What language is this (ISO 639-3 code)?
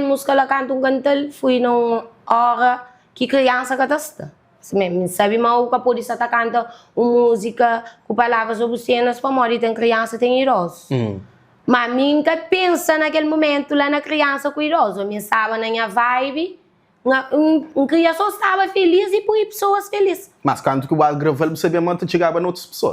kea